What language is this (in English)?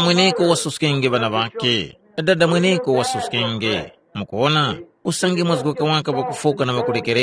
Tumbuka